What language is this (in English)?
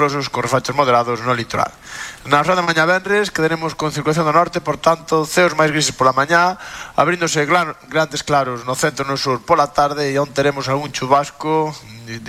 Galician